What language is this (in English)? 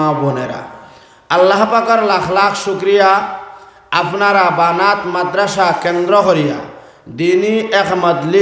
Sylheti